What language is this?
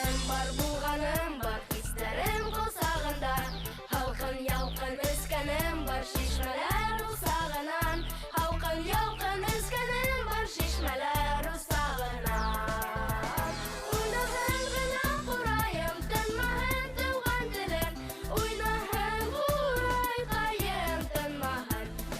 Bashkir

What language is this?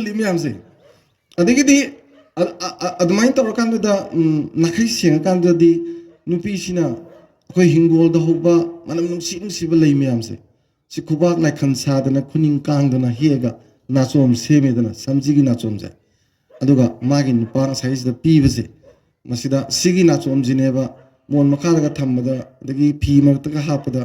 Manipuri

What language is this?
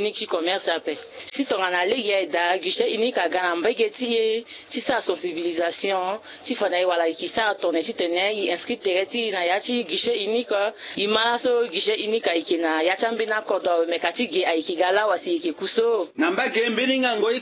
Sango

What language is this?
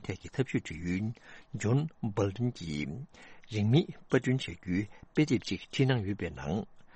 Tibetan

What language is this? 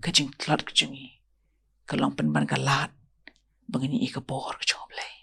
Khasi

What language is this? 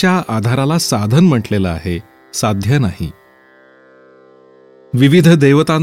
Marathi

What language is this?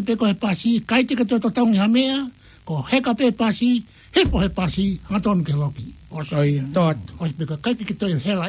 Tongan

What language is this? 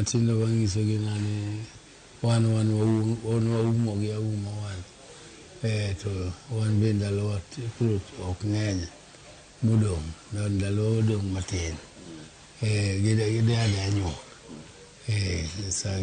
Luo (Kenya and Tanzania)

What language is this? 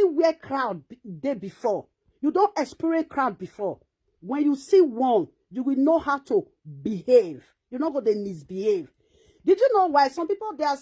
Nigerian Pidgin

